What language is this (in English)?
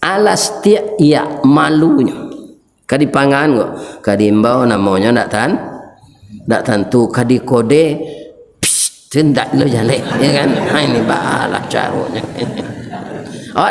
Minangkabau